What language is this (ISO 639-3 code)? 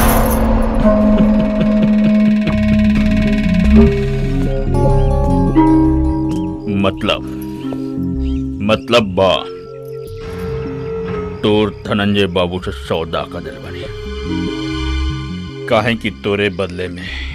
bho